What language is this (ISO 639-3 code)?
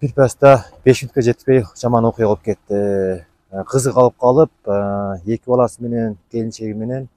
kir